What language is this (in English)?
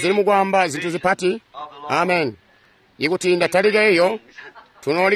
Tonga (Zambia)